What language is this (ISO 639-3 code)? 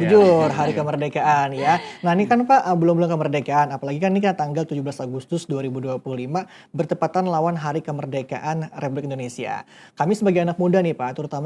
bjn